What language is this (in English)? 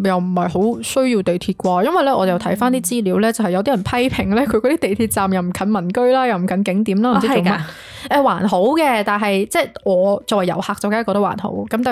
Cantonese